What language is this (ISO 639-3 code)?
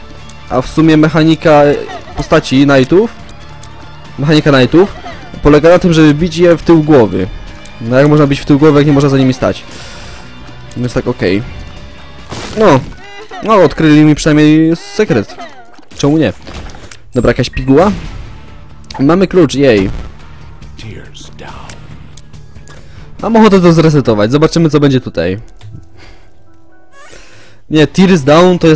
pol